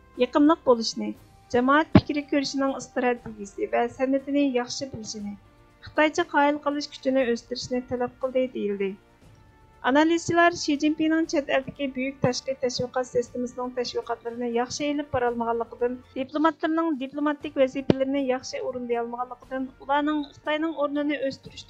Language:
Uyghur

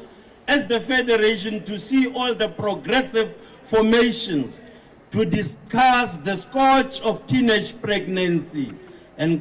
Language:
Tswana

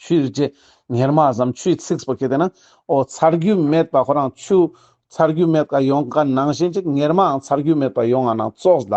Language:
Ladakhi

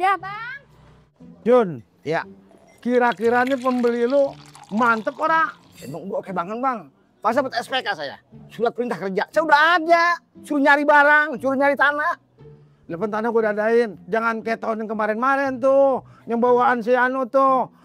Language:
Betawi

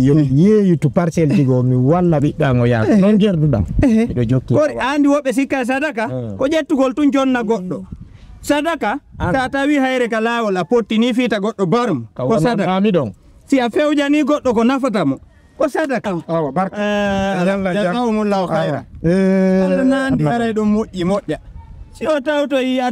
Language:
Fula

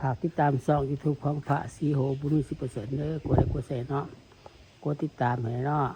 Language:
Lao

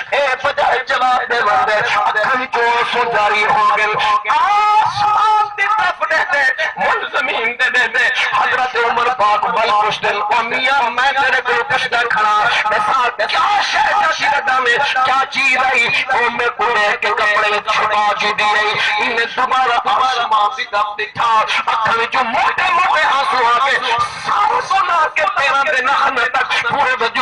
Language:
Saraiki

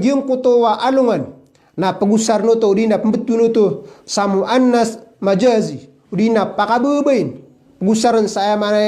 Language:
Maranao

